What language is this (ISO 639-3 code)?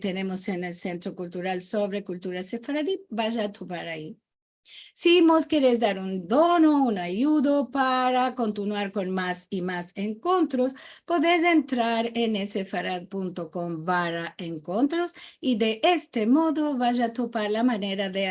lad